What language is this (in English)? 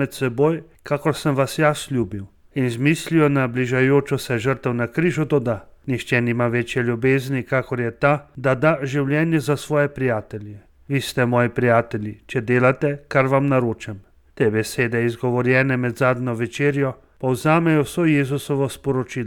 Slovenian